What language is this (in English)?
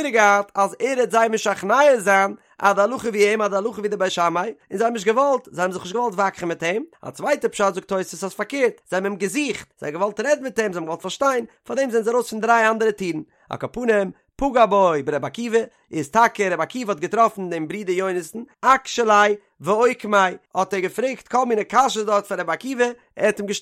Yiddish